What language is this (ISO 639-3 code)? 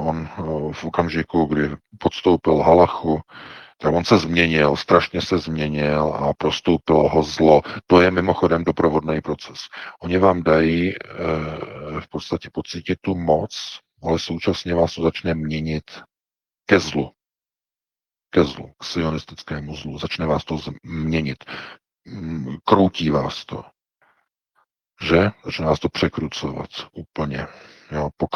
ces